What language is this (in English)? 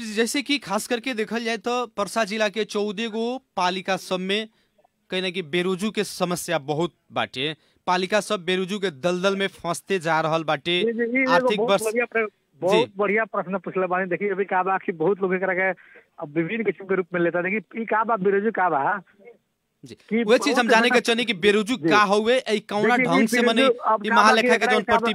Bhojpuri